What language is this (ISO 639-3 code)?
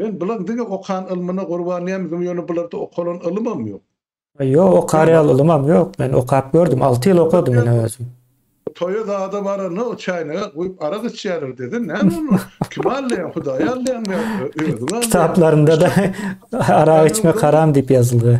tuk